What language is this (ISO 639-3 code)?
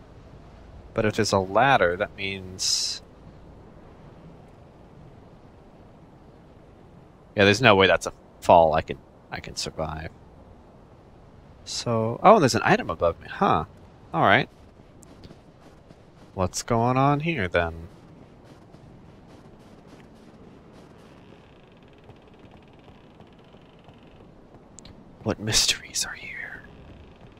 eng